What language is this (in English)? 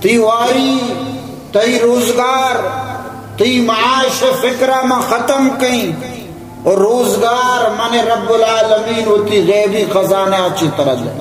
Baluchi